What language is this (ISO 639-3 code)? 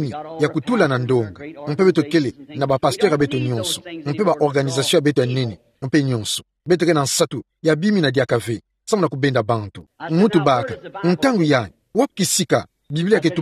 ktu